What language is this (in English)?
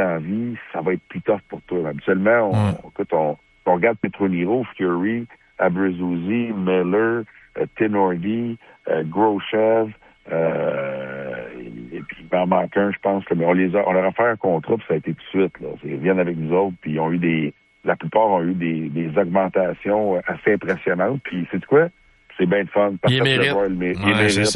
French